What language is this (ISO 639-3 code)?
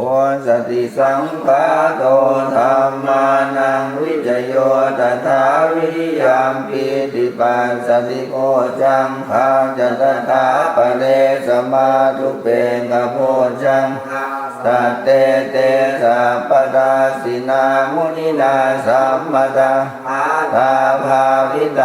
pli